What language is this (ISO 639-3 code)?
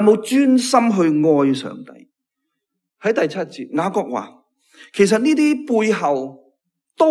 yue